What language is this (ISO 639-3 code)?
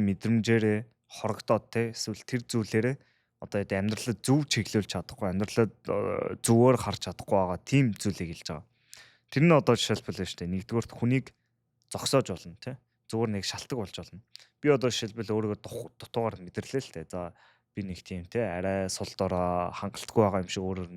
mon